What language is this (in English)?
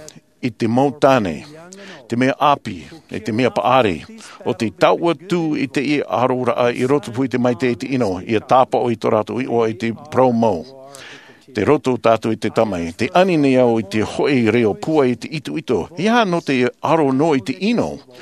Tahitian